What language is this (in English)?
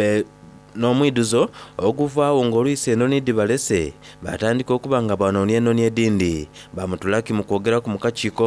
Soga